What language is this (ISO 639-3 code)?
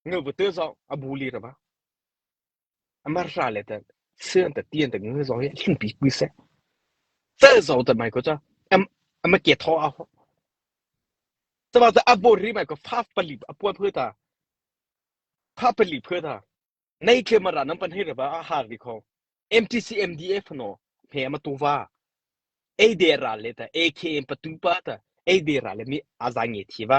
mrh